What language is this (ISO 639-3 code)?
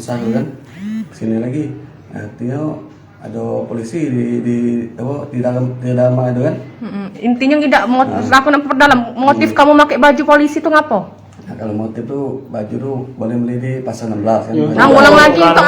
mui